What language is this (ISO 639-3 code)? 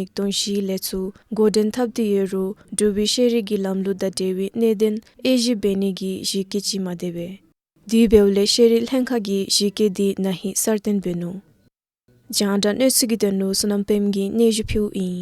dzo